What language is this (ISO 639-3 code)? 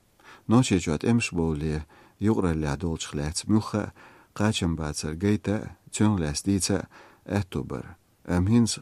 che